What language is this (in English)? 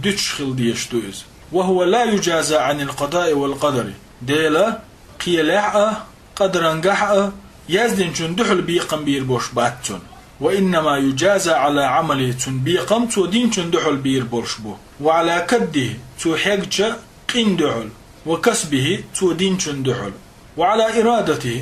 Chechen